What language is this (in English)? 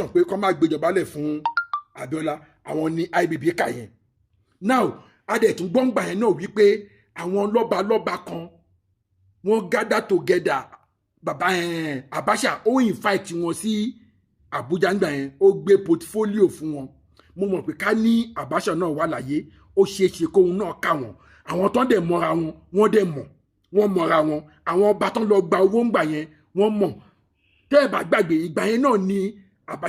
Yoruba